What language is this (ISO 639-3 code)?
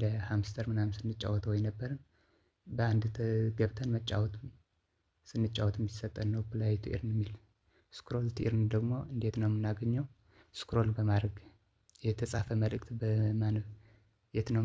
amh